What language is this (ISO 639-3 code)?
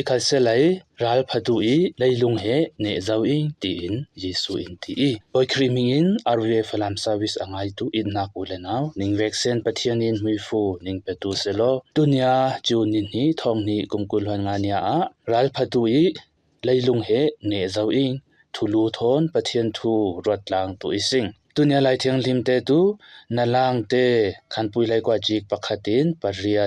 cfm